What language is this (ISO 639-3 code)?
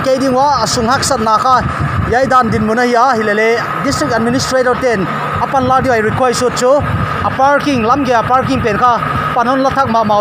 pck